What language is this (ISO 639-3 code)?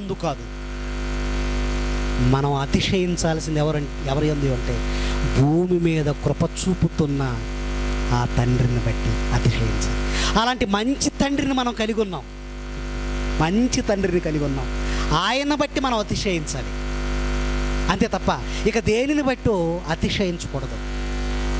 tel